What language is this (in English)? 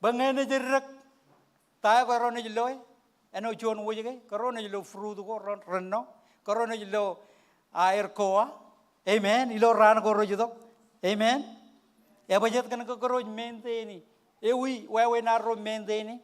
Marshallese